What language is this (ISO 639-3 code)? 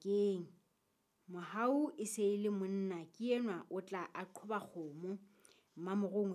sot